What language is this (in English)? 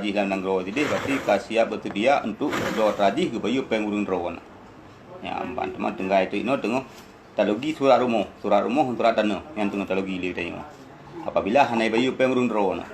Achinese